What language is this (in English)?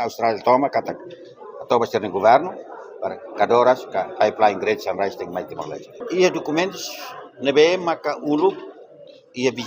Tetum